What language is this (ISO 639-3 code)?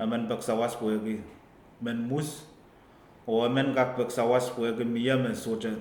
pon